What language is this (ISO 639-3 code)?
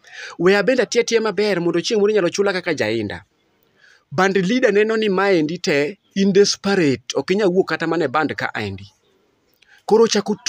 luo